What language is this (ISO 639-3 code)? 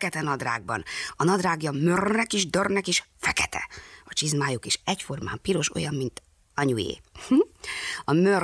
hun